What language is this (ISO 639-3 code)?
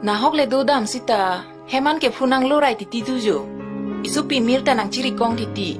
mjw